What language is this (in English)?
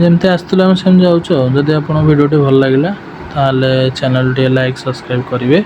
Odia